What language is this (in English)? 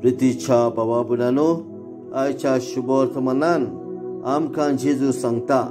Konkani